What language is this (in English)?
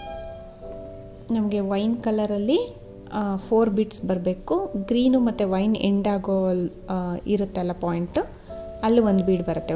Kannada